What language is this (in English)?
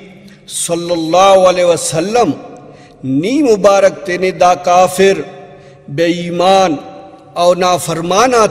Brahui